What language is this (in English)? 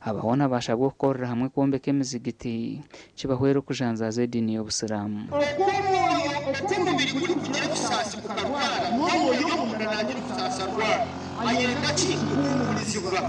Nyankole